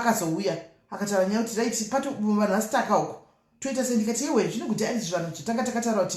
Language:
Shona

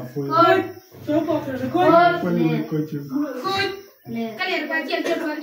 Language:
Acoli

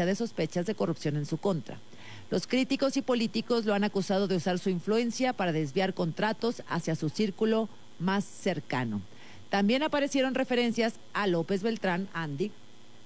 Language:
Spanish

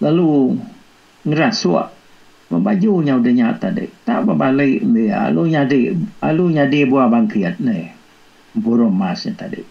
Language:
Iban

